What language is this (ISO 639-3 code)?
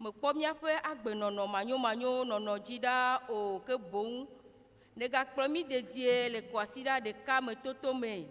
ewe